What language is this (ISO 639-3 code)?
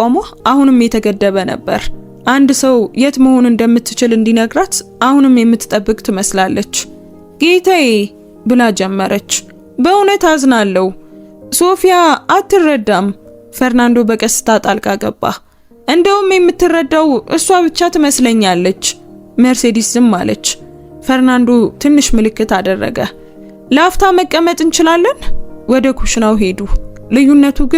amh